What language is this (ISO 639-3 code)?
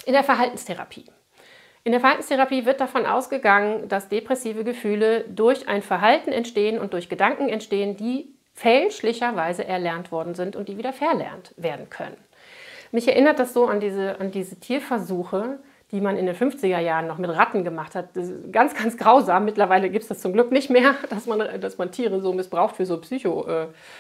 deu